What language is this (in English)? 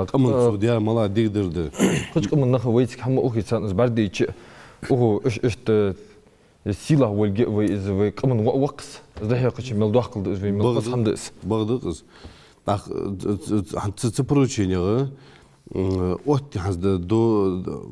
Ingush